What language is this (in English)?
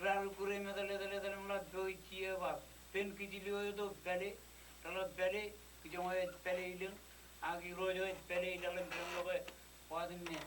Marshallese